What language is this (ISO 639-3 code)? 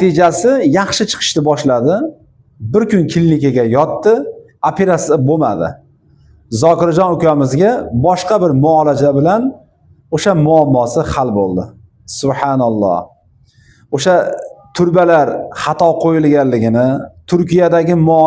uzb